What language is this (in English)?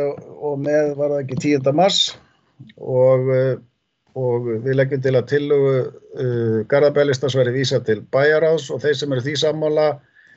Icelandic